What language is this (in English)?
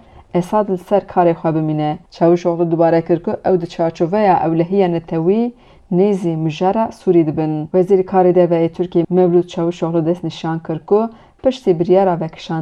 Kurdish